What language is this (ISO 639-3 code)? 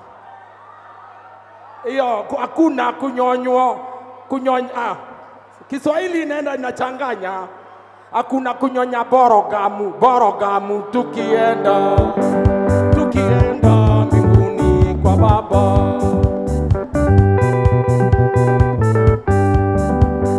swa